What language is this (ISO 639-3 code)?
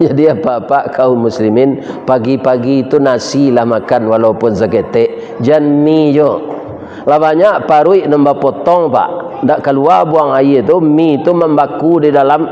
min